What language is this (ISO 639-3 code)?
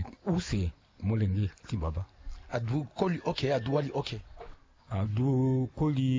sag